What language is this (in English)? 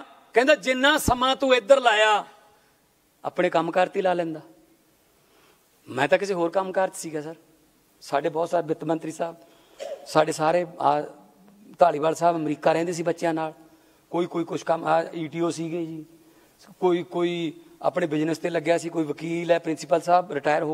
Punjabi